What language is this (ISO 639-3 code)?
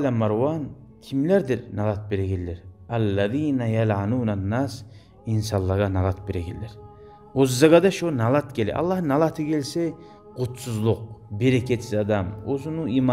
kum